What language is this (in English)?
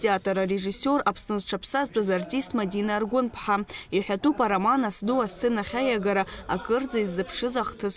Abkhazian